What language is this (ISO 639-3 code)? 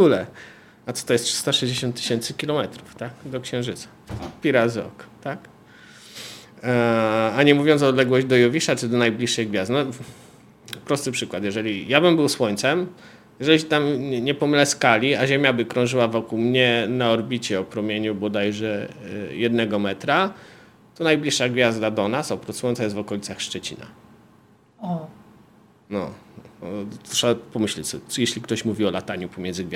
pol